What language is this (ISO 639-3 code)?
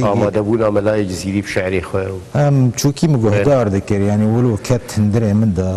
kur